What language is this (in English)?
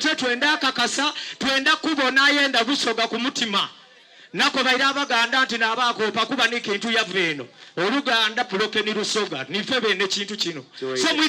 Soga